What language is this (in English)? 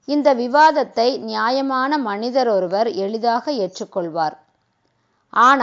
Tamil